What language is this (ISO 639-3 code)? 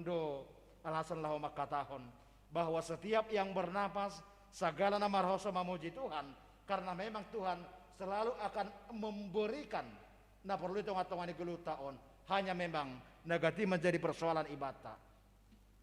bts